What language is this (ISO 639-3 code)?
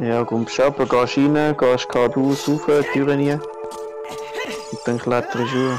gsw